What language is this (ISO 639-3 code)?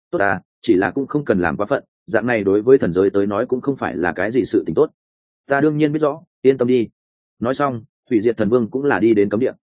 vie